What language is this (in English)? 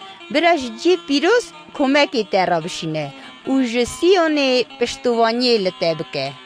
Kurdish